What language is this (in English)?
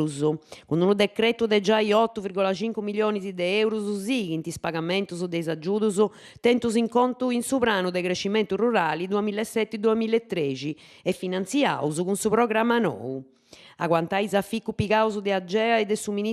Sardinian